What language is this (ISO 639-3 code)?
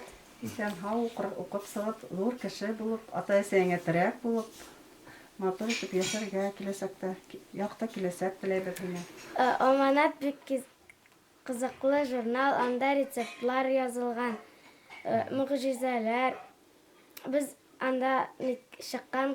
bak